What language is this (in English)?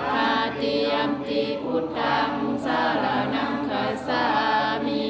Pali